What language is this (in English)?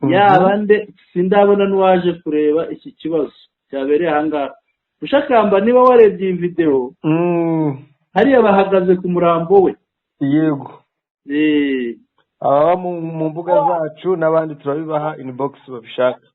Kinyarwanda